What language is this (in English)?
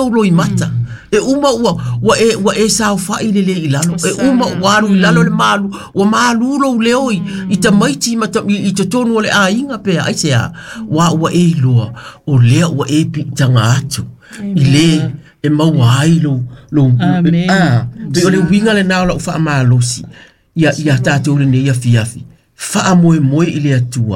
Samoan